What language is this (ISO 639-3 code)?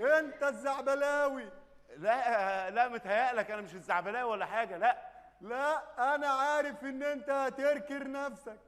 arz